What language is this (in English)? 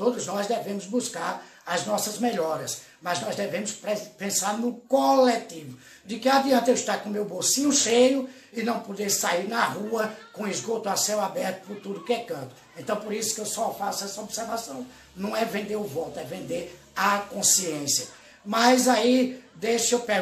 Portuguese